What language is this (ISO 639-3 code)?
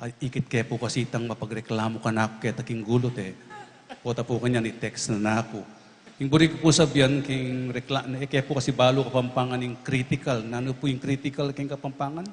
pam